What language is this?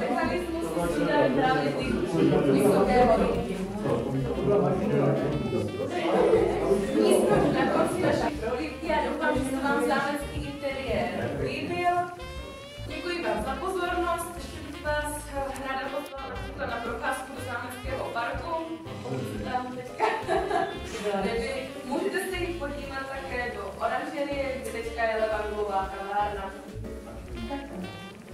Czech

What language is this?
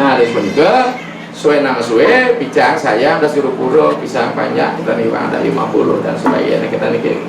Balinese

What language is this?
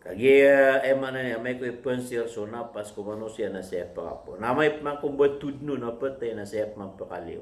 Maranao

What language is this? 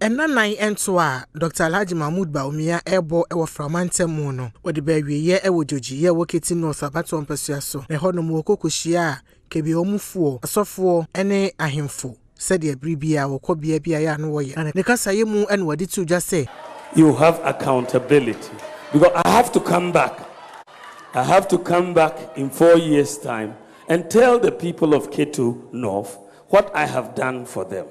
Akan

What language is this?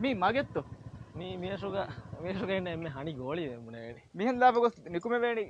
Divehi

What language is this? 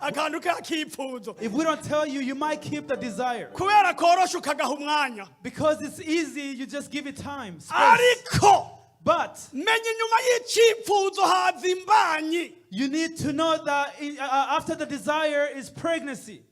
Rundi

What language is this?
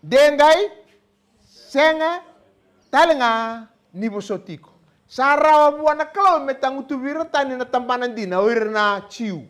Fijian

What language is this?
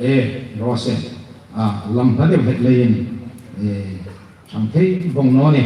Hmar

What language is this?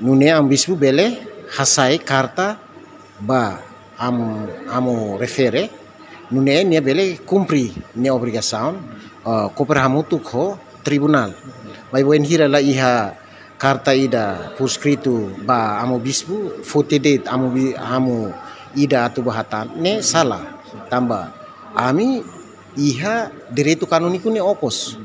Tetum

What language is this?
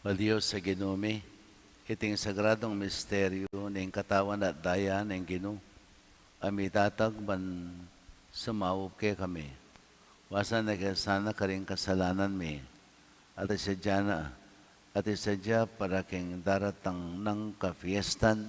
Pampanga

